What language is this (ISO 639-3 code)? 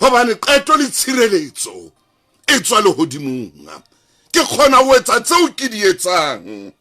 sot